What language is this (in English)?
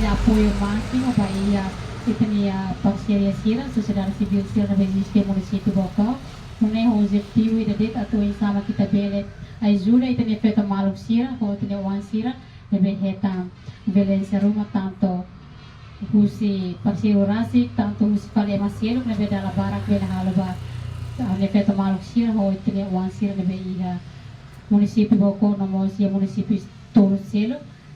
Tetum